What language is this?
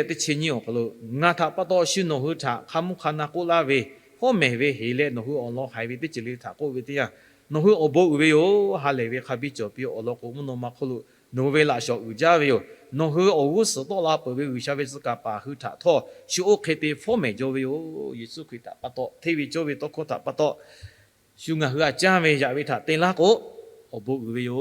Lahu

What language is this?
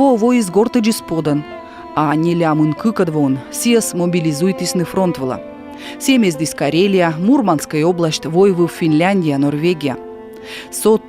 Komi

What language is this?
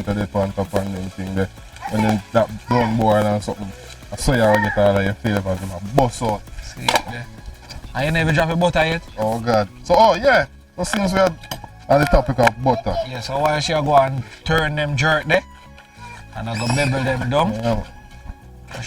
Jamaican Creole English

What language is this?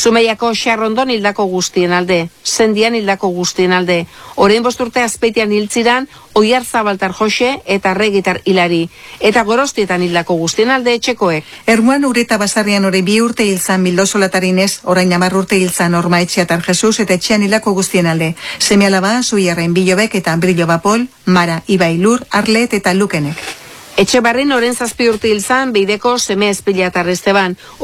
Basque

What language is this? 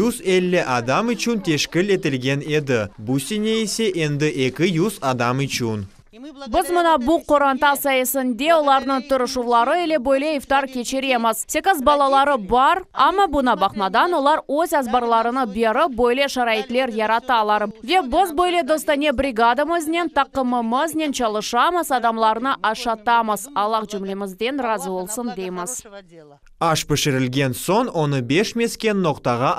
Crimean Tatar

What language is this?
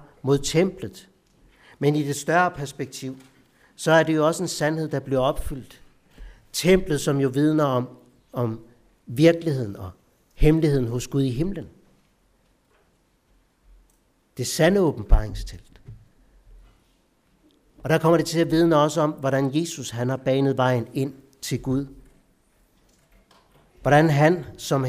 Danish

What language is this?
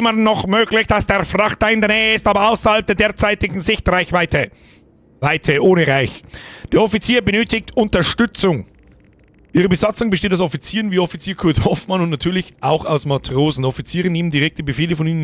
Bavarian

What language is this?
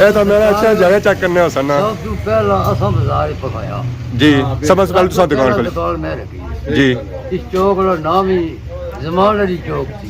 Pahari-Potwari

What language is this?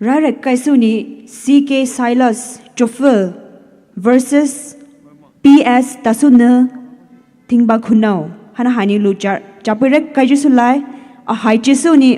Poumei Naga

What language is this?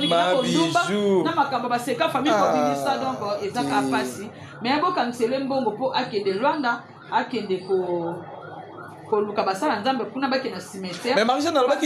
Lingala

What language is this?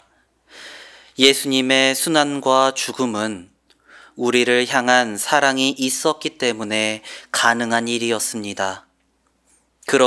Korean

